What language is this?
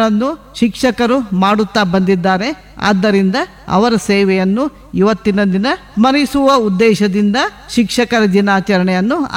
Kannada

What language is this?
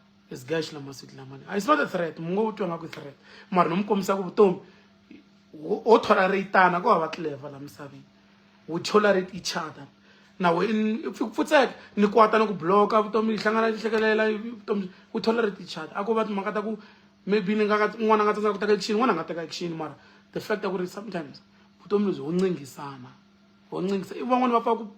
Tsonga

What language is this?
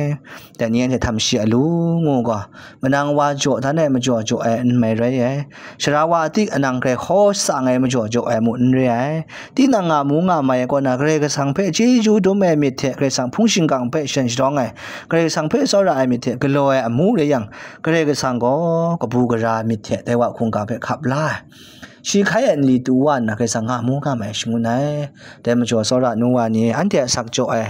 Kachin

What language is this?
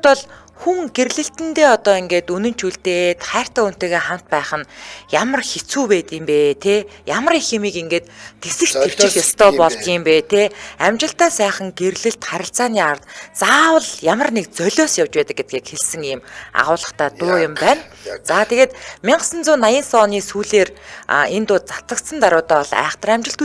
Mongolian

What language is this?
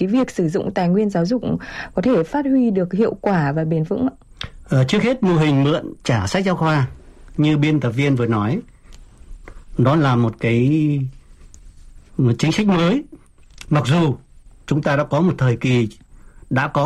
Vietnamese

